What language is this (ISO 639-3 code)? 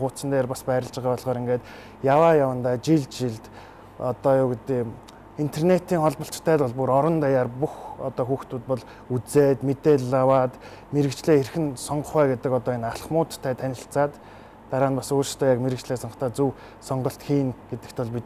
mon